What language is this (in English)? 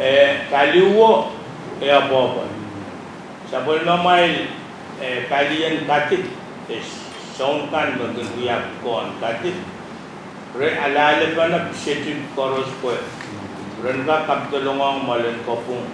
Pohnpeian